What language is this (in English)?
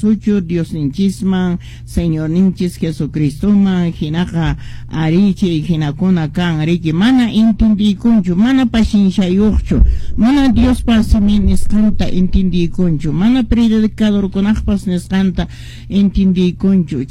Quechua